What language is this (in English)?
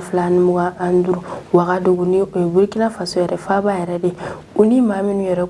Bambara